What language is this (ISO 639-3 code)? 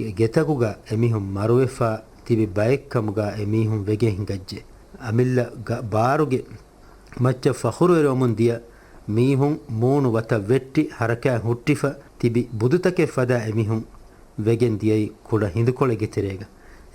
div